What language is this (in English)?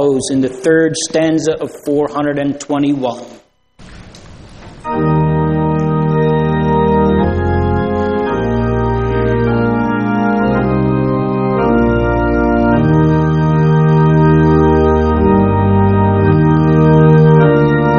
English